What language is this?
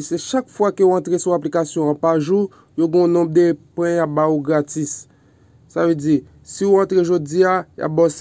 Haitian Creole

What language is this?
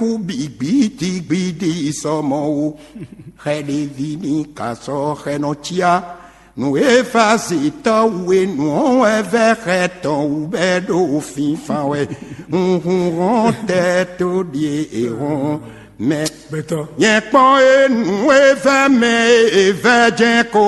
Fon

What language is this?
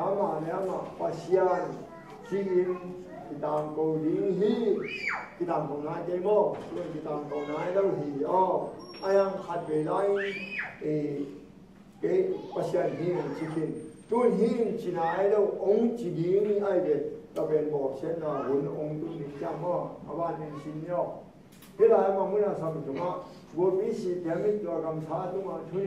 Tedim Chin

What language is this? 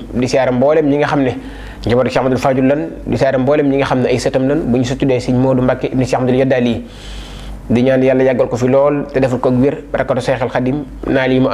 Wolof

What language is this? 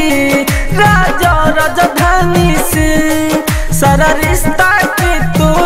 Bhojpuri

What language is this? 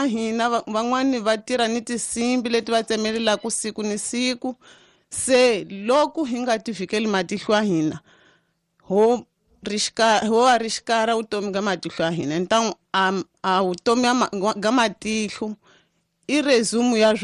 Tsonga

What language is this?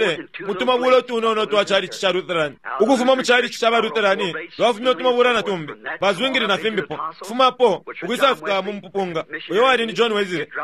Bemba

